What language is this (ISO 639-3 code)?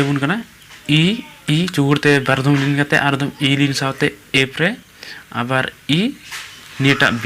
sat